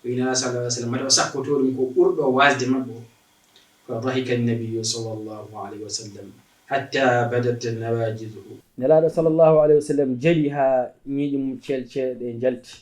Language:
Fula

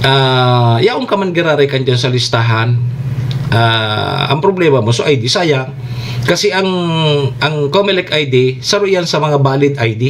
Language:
Bikol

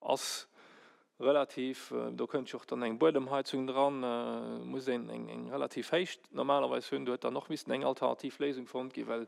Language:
Luxembourgish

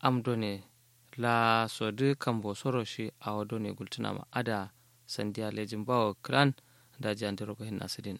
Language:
Kanuri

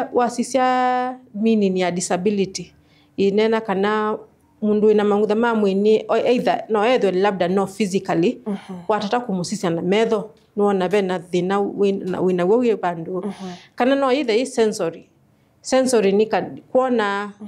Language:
Kamba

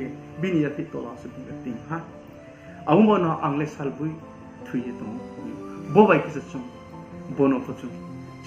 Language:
Riang (India)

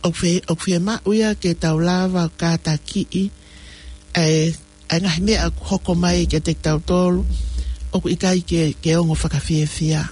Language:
Tongan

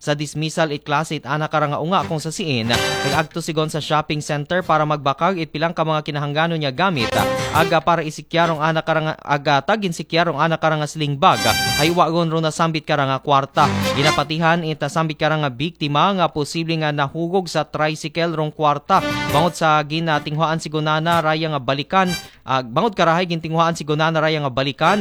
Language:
Aklanon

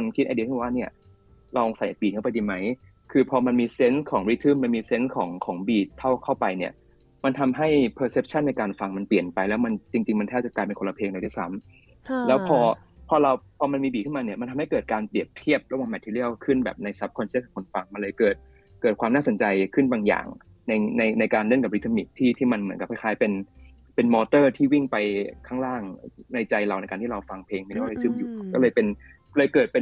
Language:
Thai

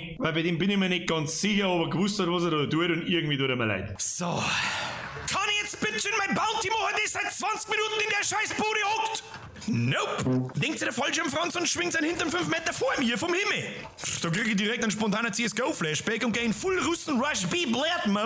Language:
Bavarian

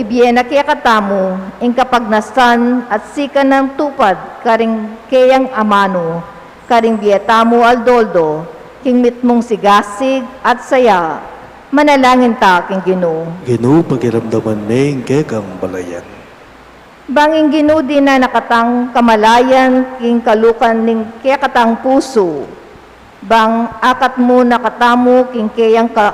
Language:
Pampanga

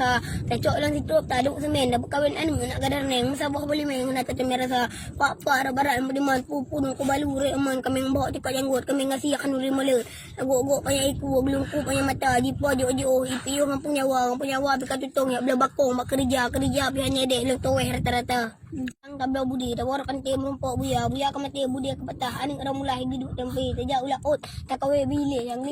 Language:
Achinese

